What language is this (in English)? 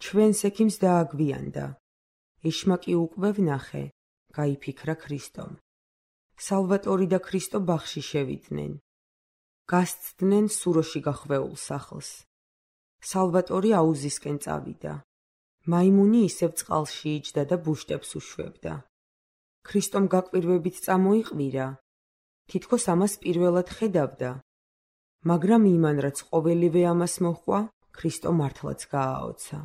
Georgian